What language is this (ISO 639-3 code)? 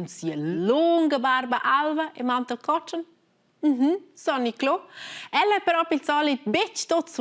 roh